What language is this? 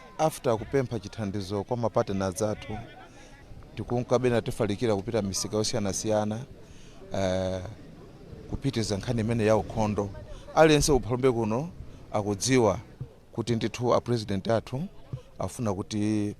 Nyanja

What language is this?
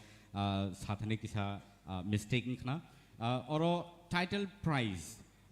Kok Borok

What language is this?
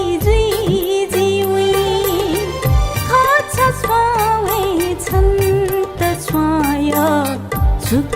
Newari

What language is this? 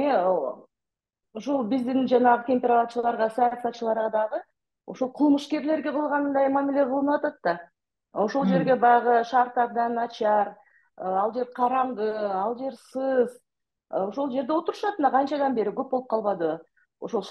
Kyrgyz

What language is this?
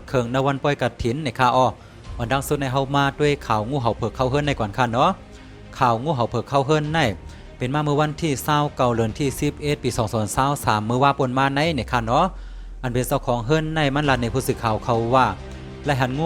Shan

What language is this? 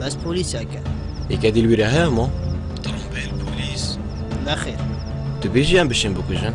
Kurdish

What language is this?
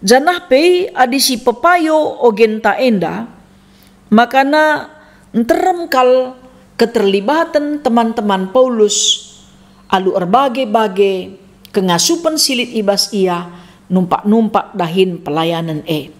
Batak Karo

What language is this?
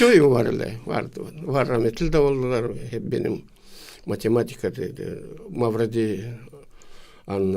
Gagauz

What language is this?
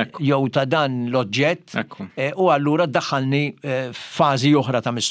Maltese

